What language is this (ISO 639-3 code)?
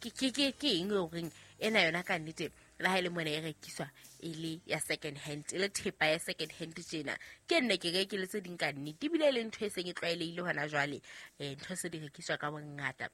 sot